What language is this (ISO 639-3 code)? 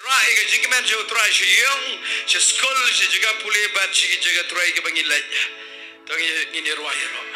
kha